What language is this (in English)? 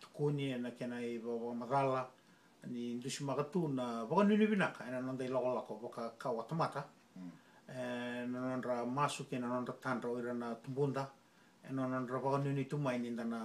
Fijian